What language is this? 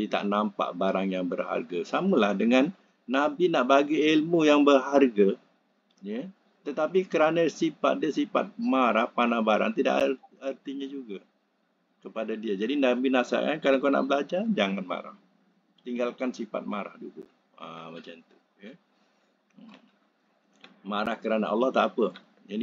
Malay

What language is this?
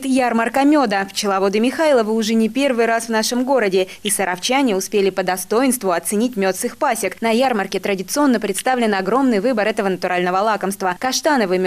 Russian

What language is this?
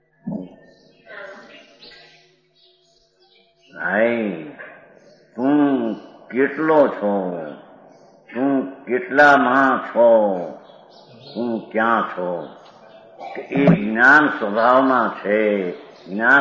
Gujarati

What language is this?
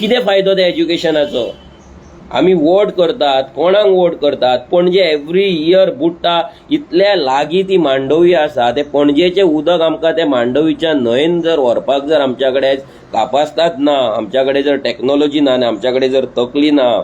Konkani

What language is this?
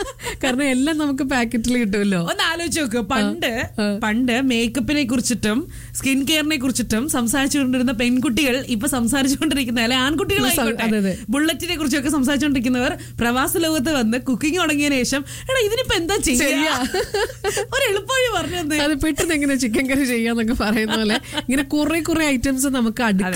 Malayalam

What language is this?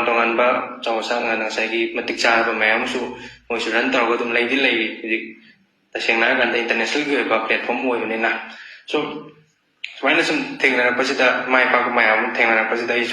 Manipuri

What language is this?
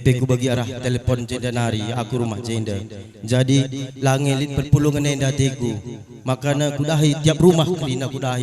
Batak Karo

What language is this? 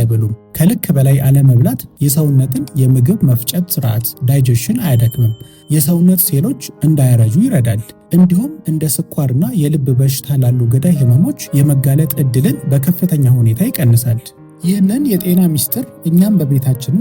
Amharic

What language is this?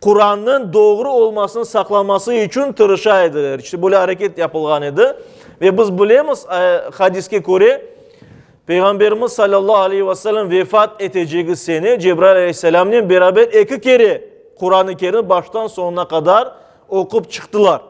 Crimean Tatar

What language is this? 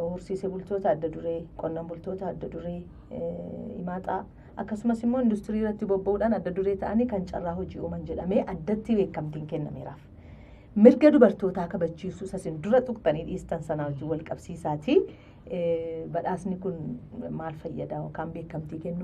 Oromo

